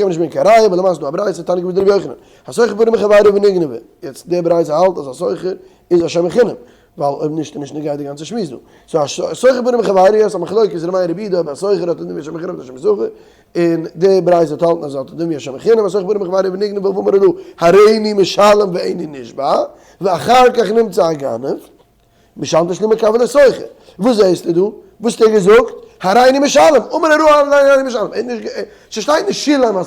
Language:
Yiddish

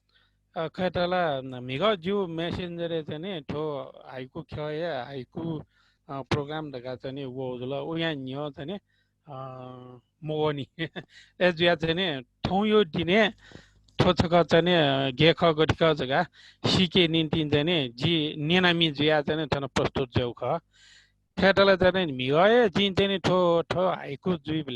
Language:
Newari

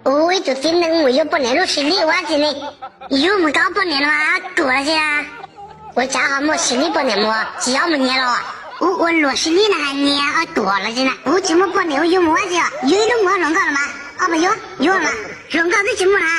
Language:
Hmong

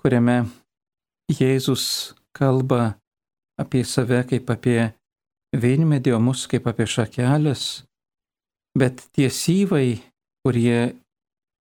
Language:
Lithuanian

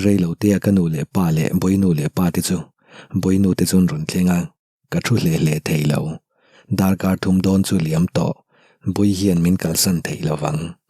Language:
Mizo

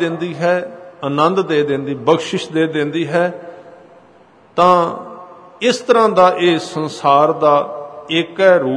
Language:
Punjabi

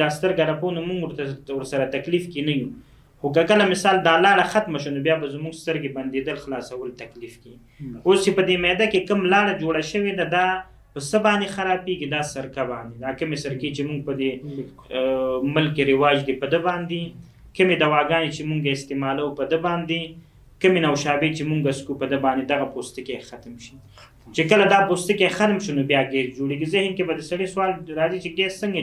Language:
Pashto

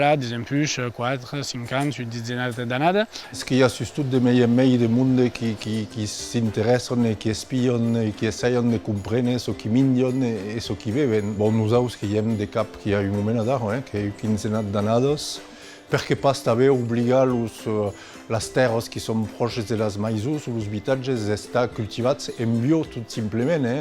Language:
Occitan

